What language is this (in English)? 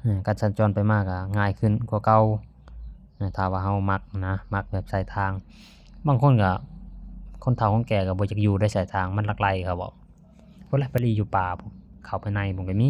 Lao